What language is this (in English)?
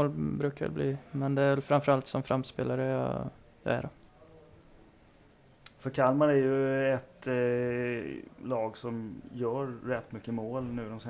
Swedish